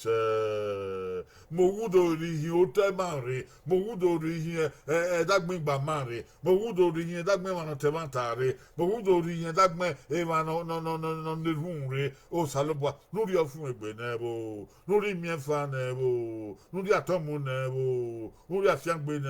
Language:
Bini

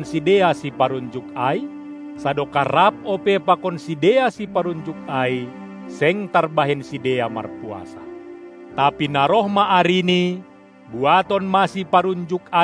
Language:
Batak Simalungun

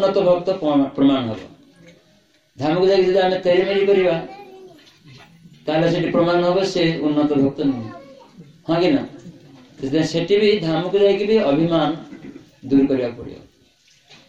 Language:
Odia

